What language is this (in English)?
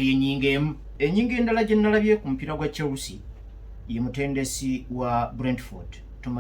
Ganda